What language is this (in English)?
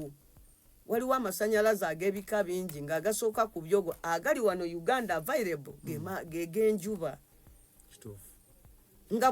Ganda